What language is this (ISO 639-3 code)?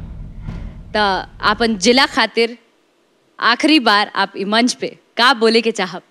bho